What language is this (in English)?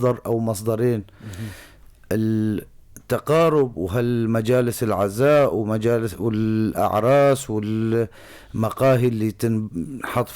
North Levantine Arabic